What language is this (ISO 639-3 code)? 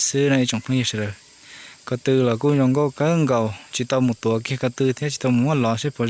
hmn